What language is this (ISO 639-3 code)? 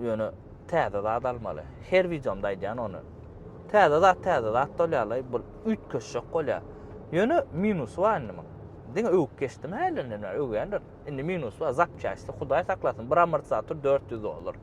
tuk